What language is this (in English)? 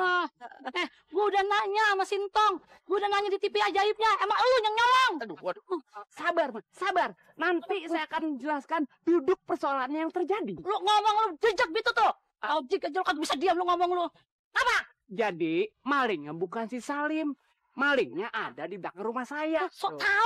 Betawi